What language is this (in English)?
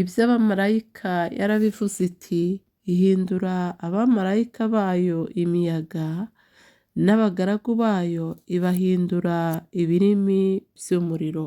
Kinyarwanda